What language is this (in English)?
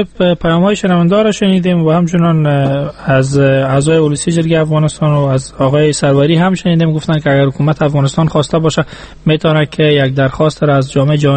Persian